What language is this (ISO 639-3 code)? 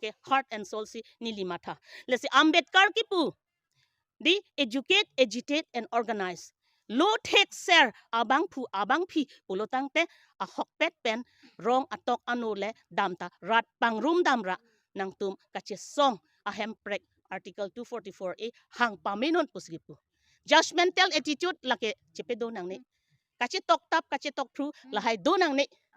mjw